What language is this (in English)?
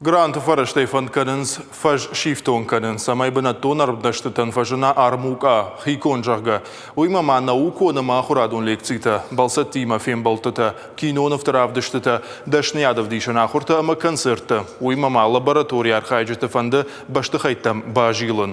Ossetic